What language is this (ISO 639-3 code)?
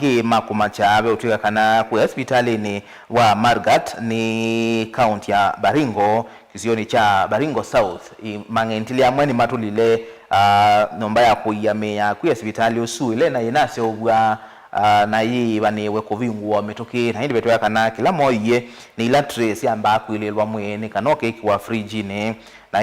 kam